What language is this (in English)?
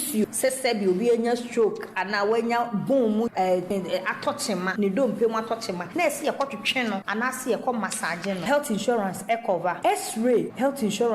Akan